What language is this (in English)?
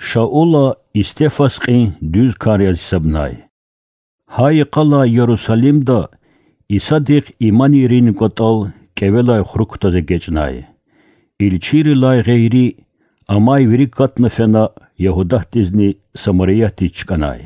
Lezghian